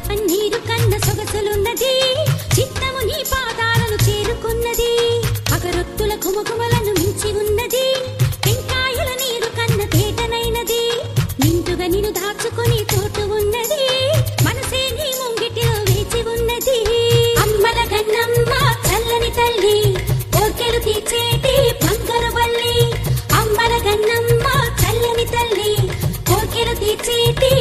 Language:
Telugu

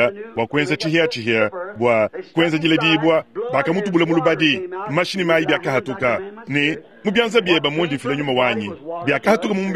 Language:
Luba-Lulua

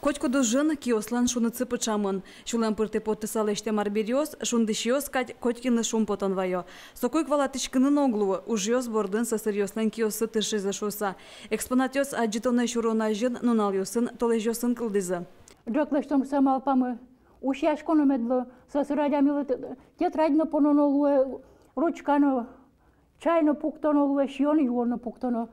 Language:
Udmurt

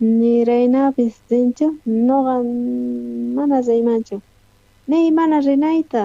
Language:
South Bolivian Quechua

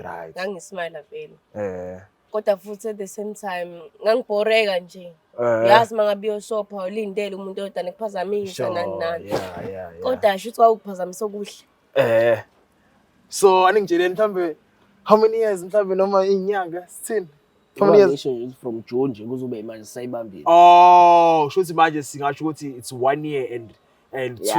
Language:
Zulu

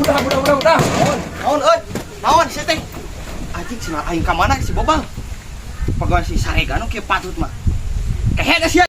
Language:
Sundanese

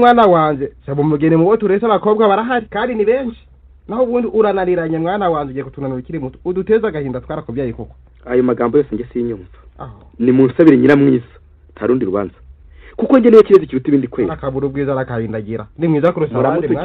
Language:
Kinyarwanda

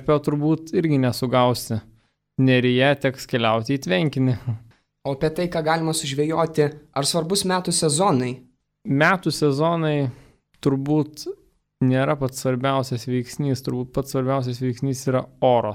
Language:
Lithuanian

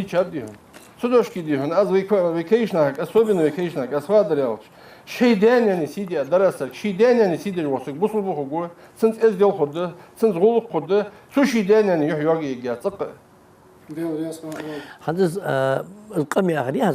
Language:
Ingush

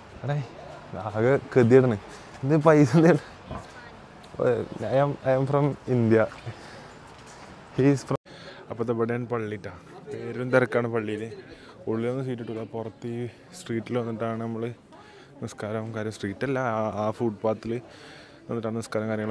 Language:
Malayalam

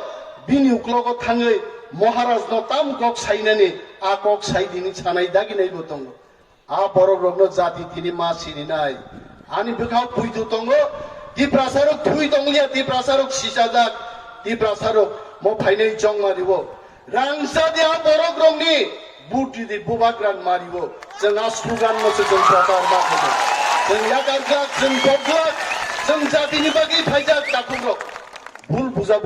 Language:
Kok Borok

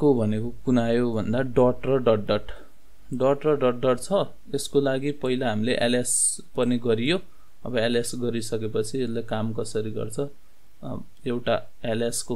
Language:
Nepali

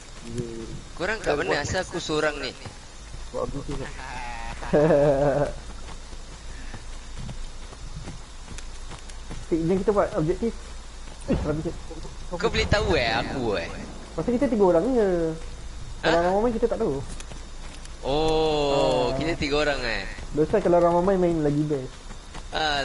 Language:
Malay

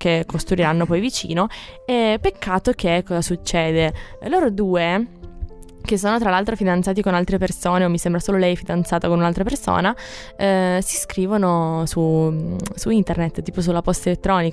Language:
Italian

